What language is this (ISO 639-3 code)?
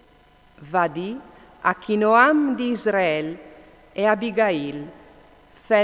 fur